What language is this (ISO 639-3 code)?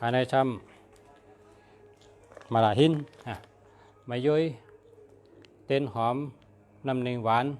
shn